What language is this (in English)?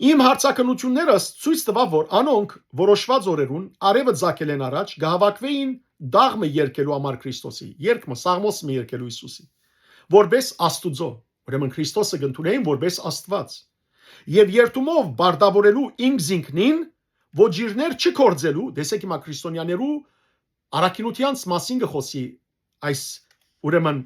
Western Armenian